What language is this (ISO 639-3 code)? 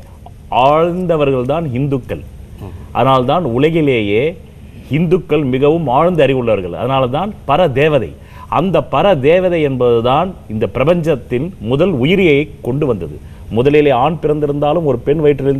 tam